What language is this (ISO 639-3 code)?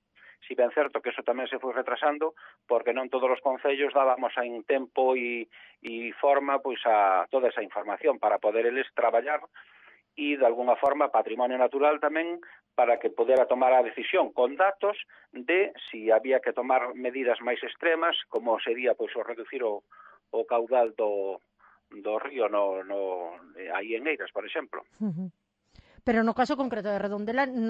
glg